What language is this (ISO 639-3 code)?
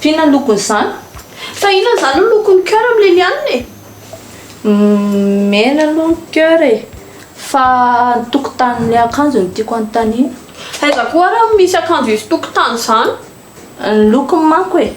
mlg